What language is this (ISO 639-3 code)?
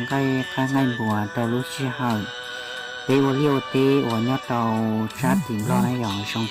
hmn